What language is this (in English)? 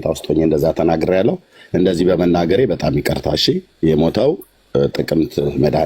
Amharic